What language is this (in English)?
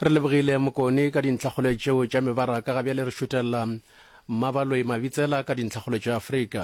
Northern Sotho